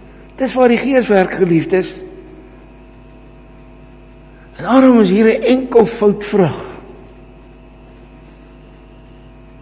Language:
Afrikaans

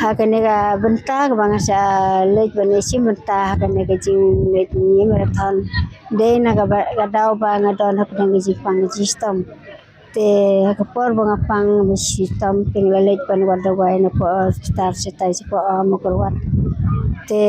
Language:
Khasi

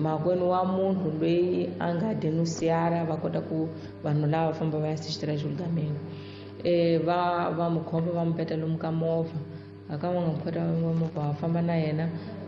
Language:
Tsonga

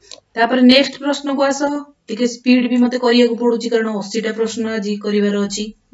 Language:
Odia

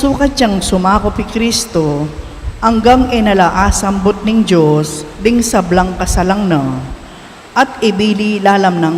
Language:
Pampanga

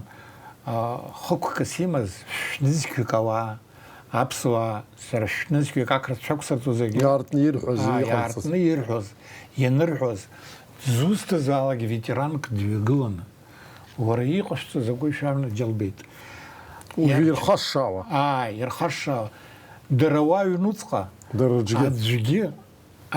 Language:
Abkhazian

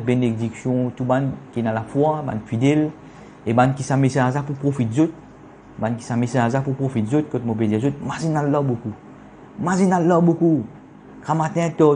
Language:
Morisyen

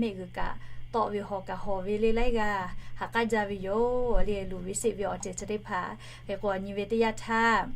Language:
Lahu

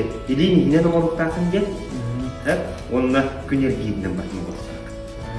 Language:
Yakut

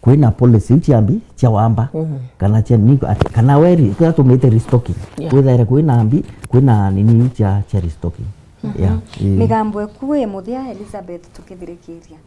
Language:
Meru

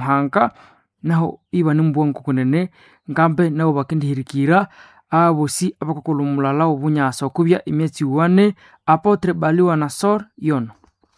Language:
Nande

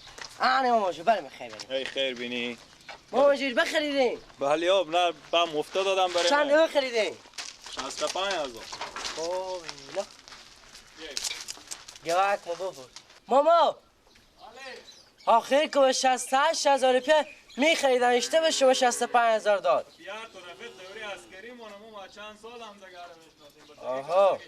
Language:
Persian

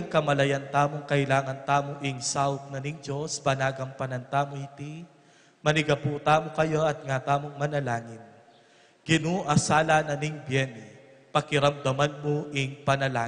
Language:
Pampanga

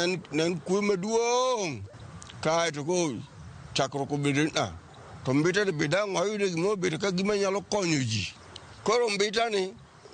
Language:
Luo (Kenya and Tanzania)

